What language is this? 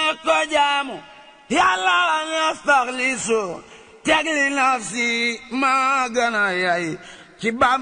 Wolof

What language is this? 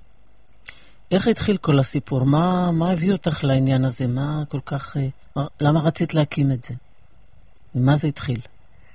Hebrew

